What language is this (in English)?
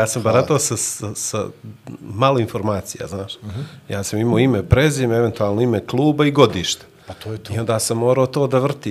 Bosnian